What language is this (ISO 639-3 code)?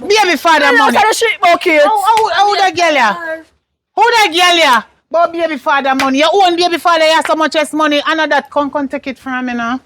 jam